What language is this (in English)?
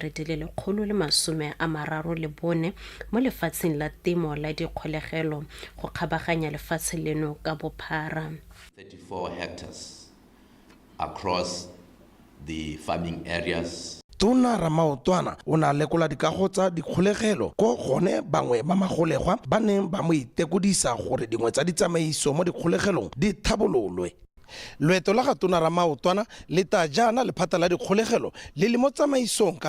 Tswana